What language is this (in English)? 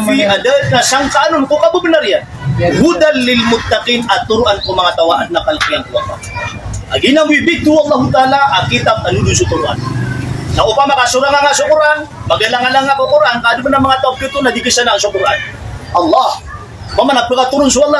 Maranao